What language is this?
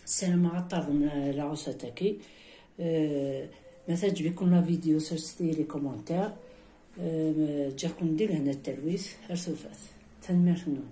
Kabyle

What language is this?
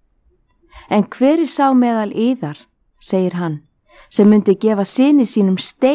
Icelandic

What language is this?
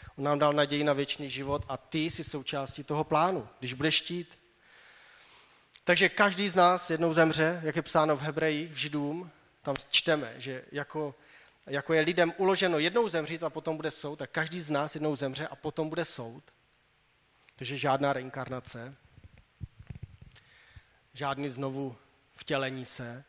Czech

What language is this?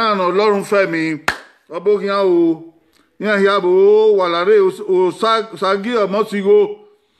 Bini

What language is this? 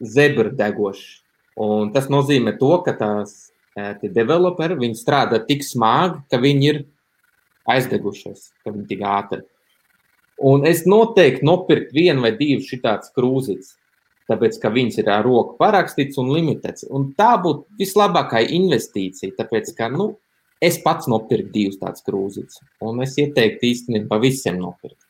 Latvian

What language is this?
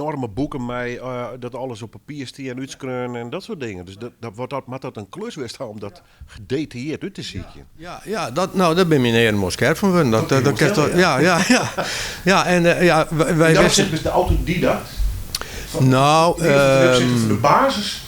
Western Frisian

